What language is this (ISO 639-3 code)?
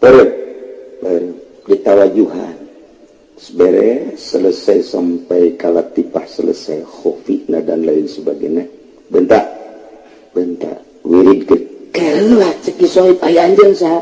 sun